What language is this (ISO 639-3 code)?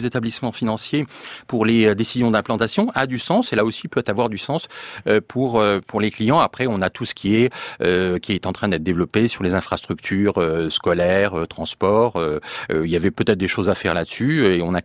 fra